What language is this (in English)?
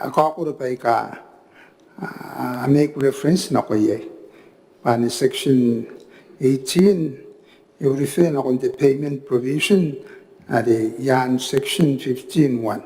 Gilbertese